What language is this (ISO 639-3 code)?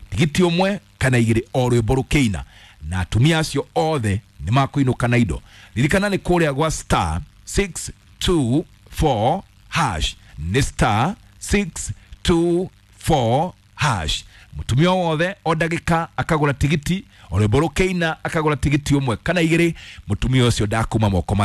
kik